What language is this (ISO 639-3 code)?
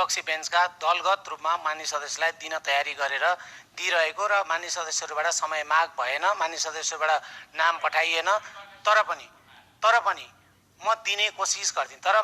nep